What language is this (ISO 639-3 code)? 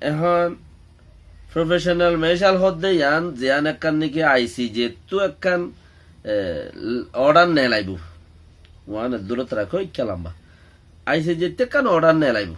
rhg